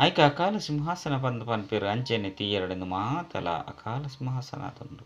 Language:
Tulu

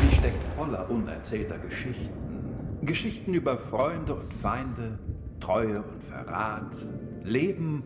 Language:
Bavarian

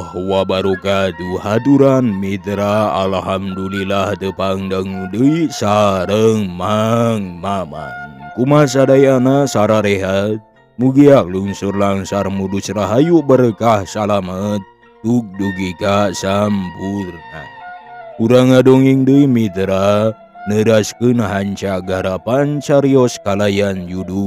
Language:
Sundanese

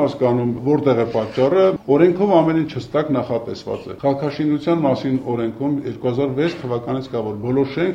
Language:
Armenian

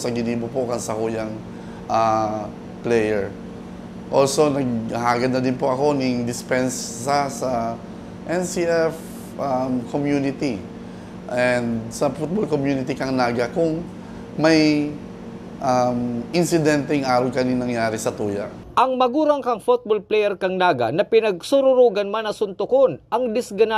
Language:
Bikol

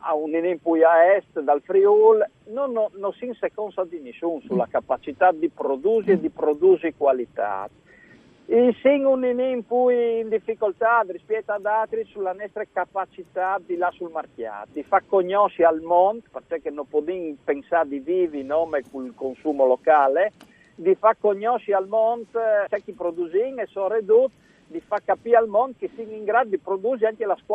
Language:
Friulian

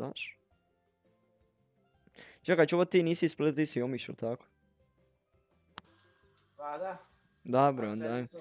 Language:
Croatian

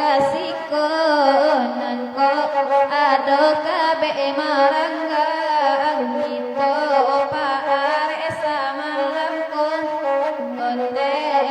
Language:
Minangkabau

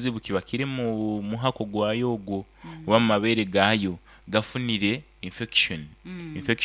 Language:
Nyankole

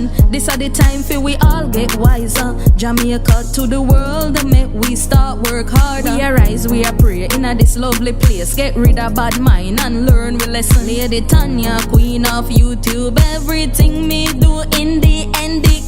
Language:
Jamaican Creole English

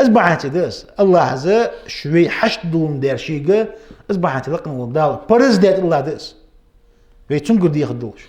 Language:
Ingush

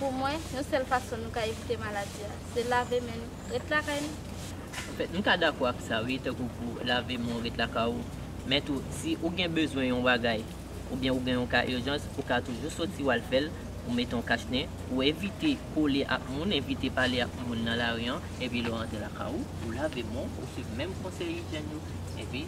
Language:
Haitian Creole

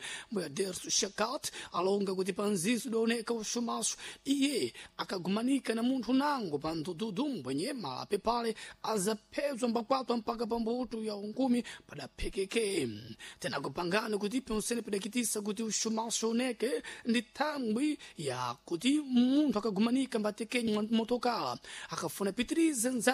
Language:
Sena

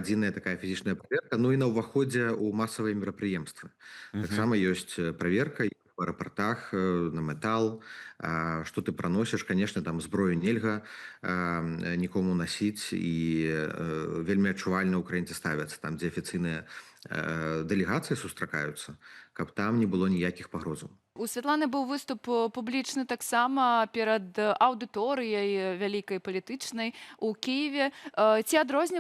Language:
Belarusian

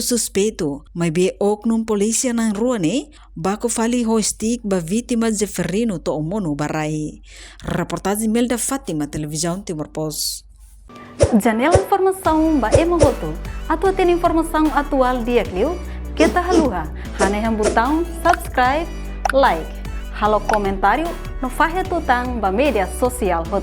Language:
Tetum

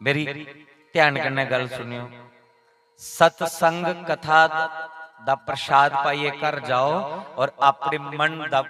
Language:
Dogri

